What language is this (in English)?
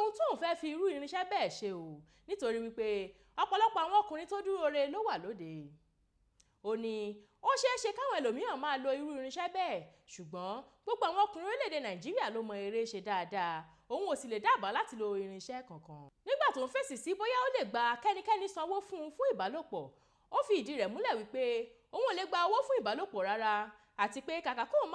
Yoruba